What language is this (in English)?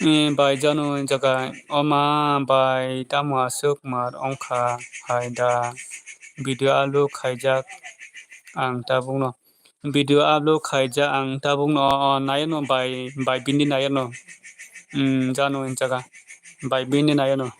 Kok Borok